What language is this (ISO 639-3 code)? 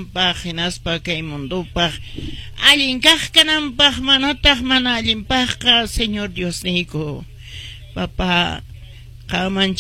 que